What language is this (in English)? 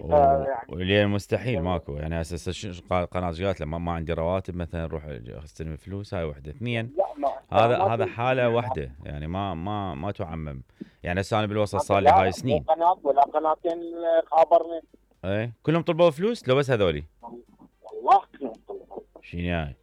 Mesopotamian Arabic